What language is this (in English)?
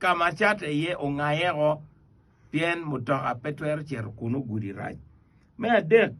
Acoli